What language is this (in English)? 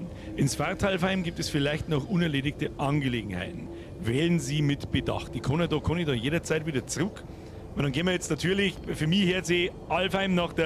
Bavarian